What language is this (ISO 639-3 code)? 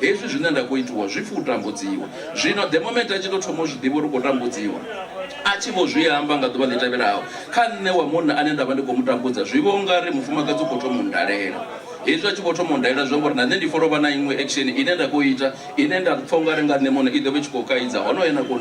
ven